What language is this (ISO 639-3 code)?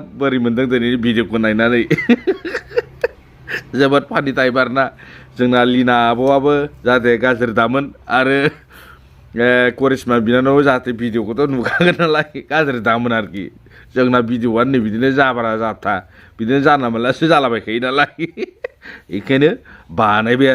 brx